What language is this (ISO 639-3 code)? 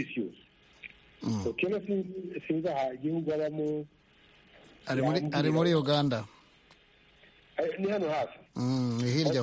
kin